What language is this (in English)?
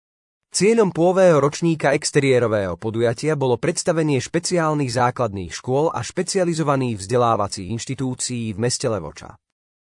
Slovak